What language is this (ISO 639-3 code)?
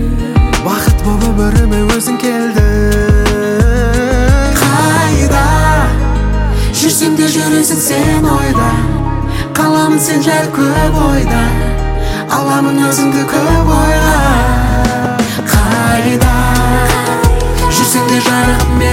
kaz